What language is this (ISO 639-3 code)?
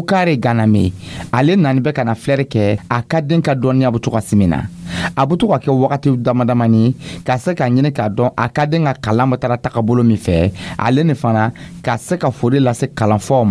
dyu